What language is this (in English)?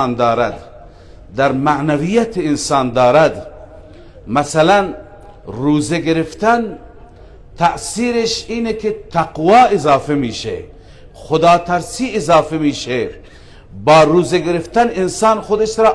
Persian